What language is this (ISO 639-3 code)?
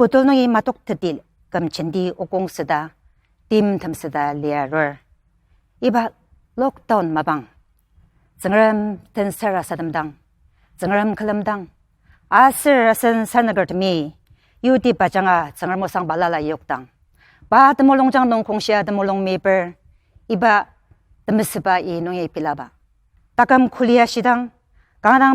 njo